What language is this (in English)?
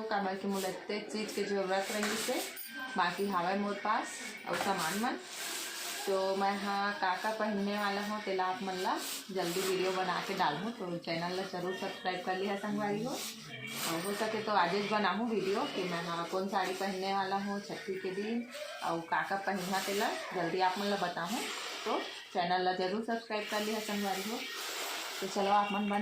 Chhattisgarhi